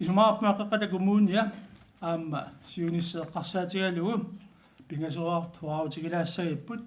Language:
Kalaallisut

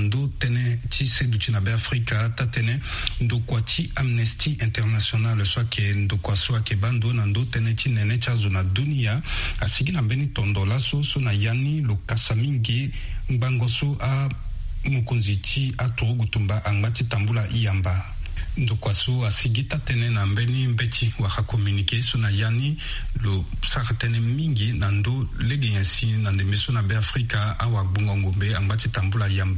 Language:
Sango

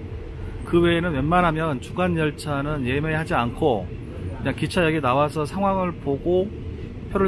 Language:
Korean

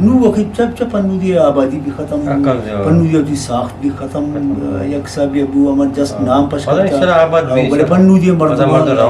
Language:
Eastern Balochi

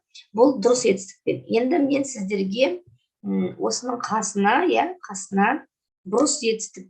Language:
Kazakh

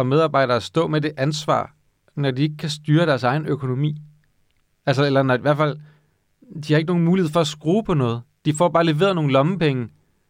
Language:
Danish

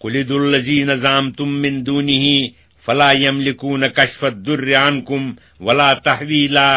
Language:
Kashmiri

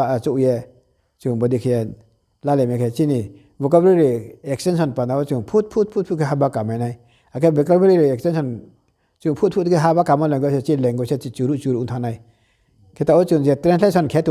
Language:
Riang (India)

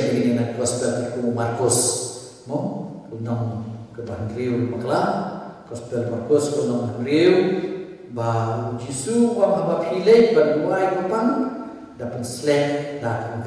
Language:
Khasi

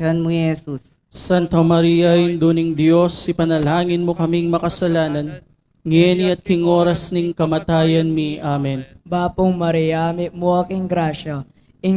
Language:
Pampanga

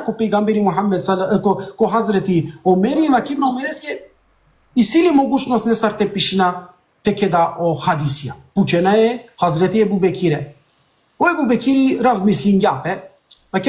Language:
Balkan Romani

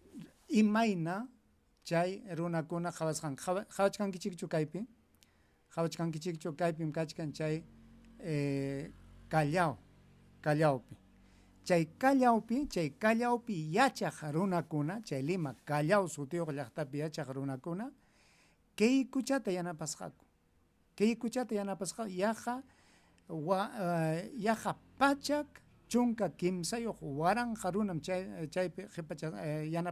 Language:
Ayacucho Quechua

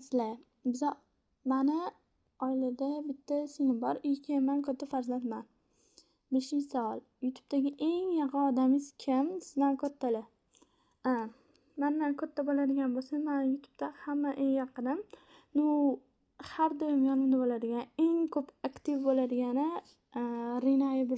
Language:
Uzbek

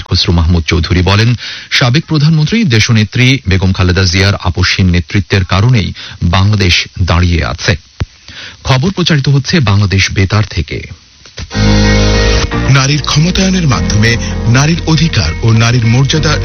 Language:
Bangla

